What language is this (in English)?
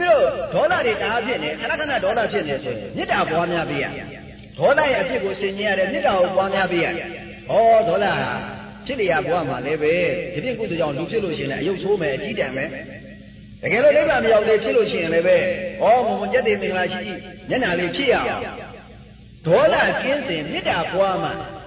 Burmese